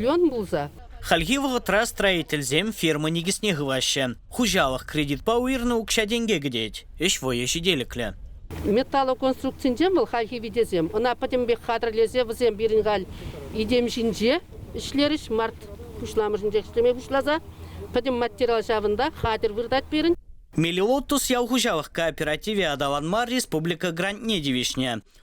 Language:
Chuvash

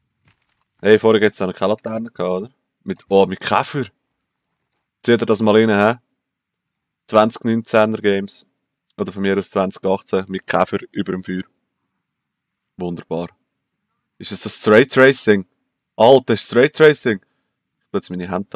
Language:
German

